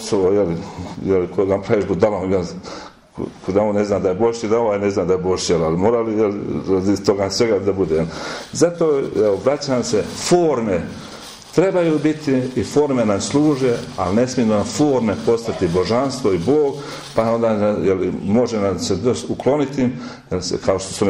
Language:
Croatian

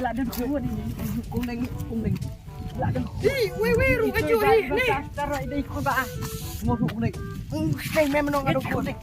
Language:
Khasi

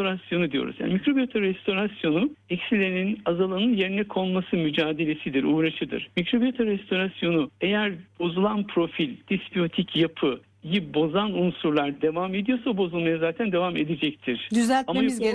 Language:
Turkish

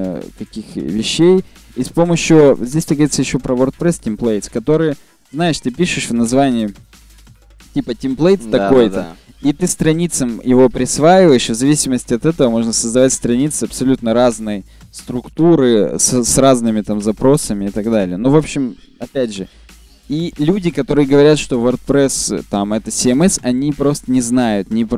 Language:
Russian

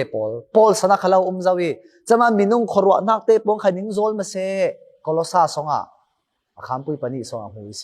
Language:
Falam Chin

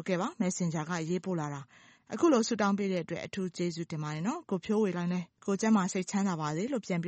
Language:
Burmese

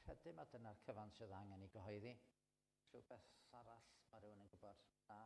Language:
Welsh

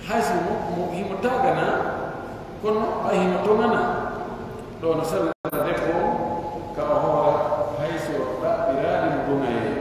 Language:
Pular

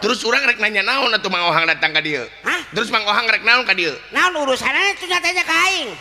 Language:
Sundanese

